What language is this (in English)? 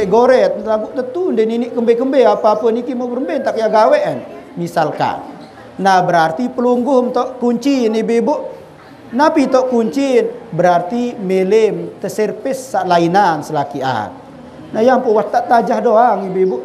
Sasak